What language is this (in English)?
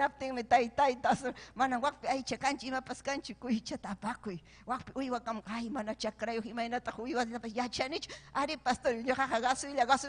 Ayacucho Quechua